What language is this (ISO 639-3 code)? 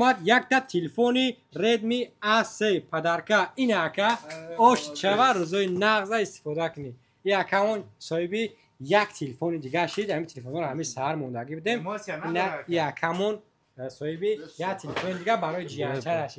tgk